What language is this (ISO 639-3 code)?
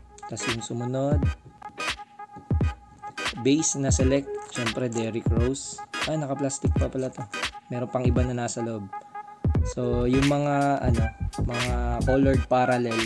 fil